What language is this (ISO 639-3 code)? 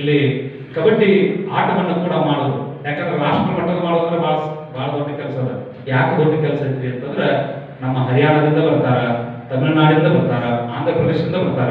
kan